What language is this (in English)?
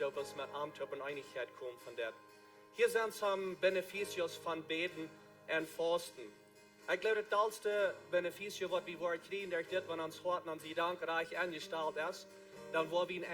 Plautdietsch